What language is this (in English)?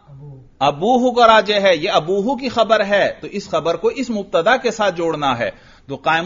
Urdu